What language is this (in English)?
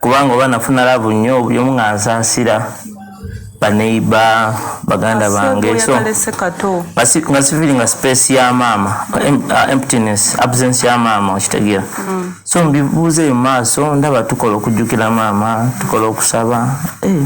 Ganda